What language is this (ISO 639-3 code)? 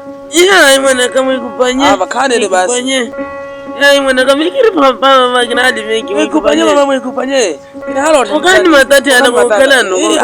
vmw